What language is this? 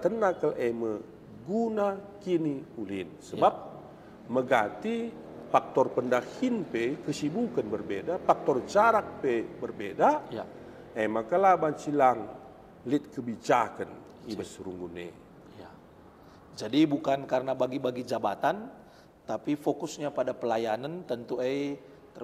Batak Karo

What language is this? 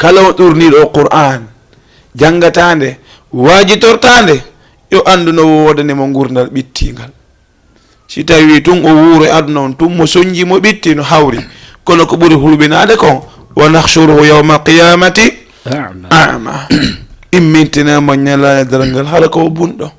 Fula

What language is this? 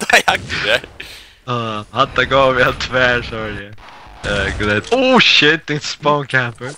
Faroese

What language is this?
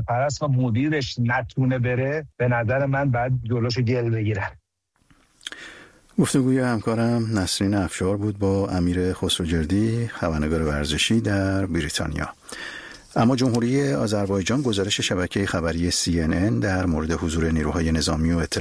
Persian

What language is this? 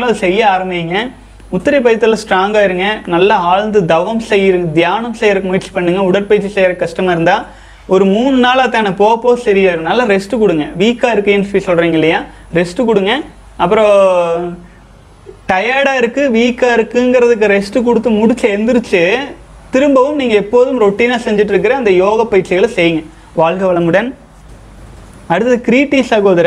Tamil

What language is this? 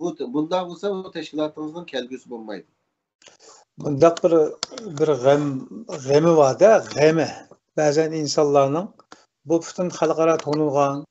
Uyghur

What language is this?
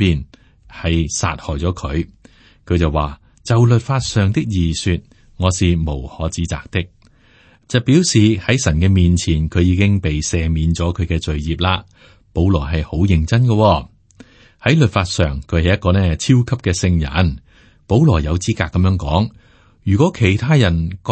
Cantonese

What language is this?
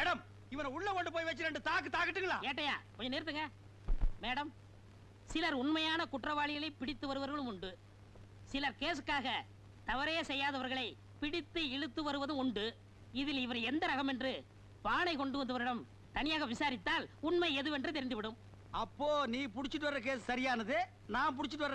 Tamil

